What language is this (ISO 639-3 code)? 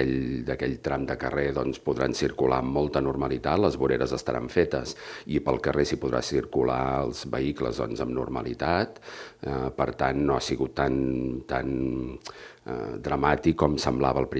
cat